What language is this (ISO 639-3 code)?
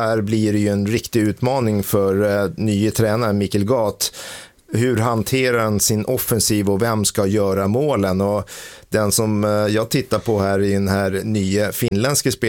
swe